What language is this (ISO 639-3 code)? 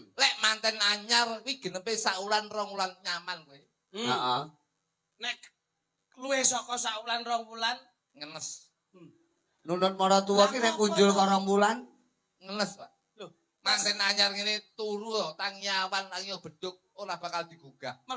jav